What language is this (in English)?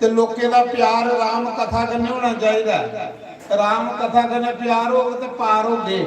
Dogri